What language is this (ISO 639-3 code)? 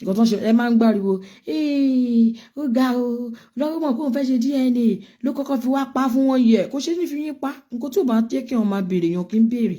yor